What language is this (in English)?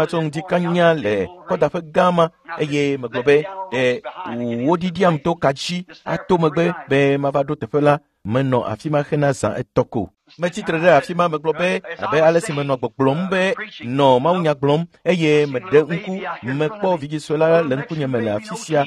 Ewe